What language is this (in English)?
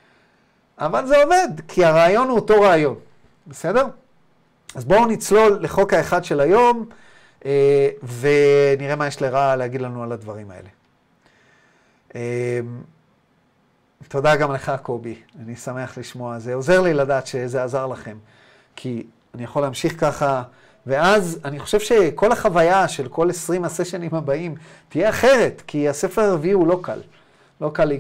Hebrew